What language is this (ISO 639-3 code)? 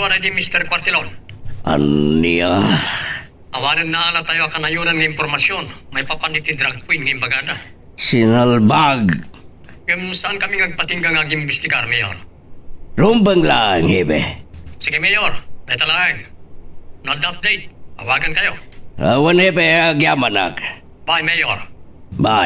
ilo